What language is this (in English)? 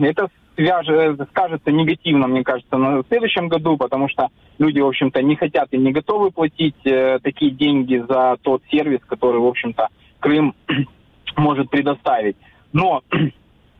Russian